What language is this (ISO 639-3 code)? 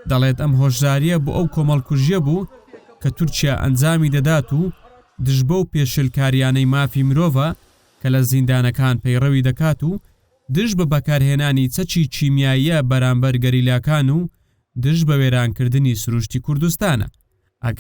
ckb